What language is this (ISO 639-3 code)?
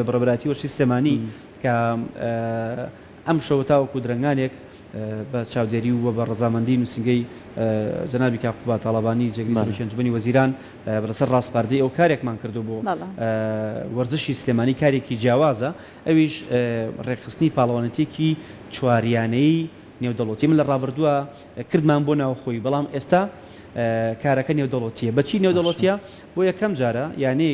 ckb